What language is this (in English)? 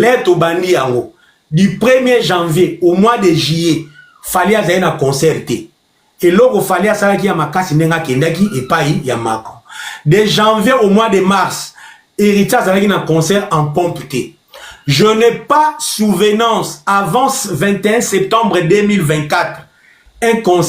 Lingala